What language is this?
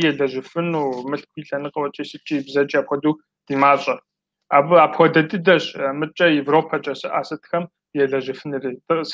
Kabardian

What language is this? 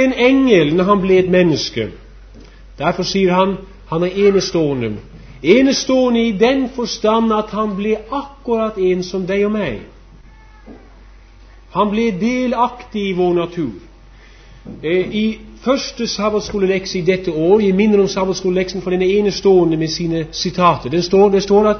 Norwegian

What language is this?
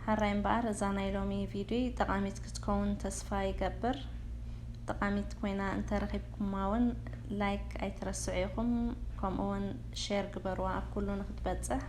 Tigrinya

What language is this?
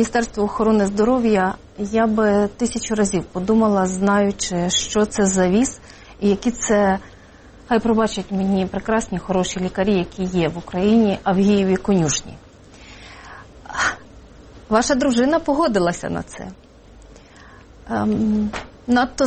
Ukrainian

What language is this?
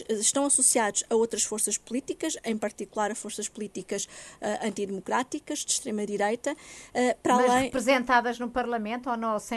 Portuguese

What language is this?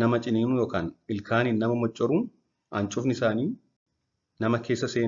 Oromo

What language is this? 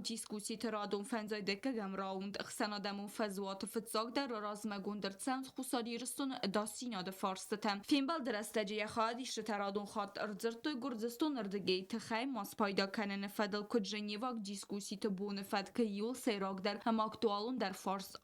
Ossetic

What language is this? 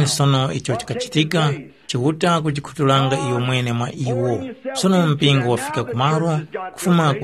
Tumbuka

